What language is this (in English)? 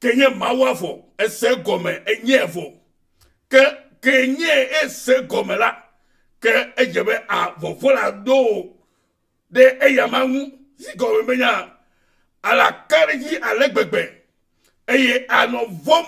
Ewe